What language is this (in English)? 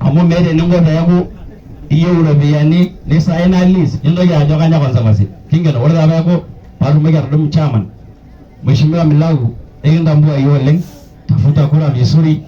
Masai